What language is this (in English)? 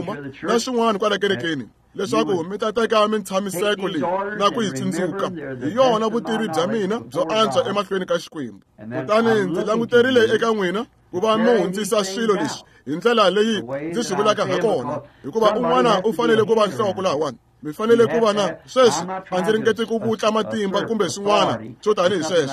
Tsonga